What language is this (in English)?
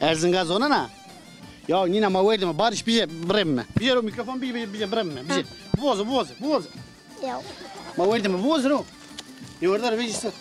Zaza